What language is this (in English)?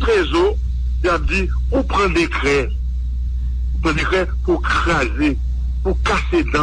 Haitian Creole